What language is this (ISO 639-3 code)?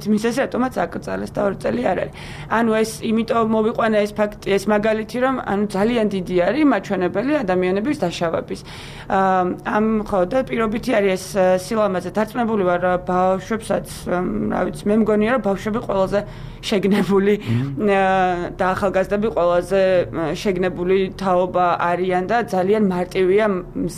kat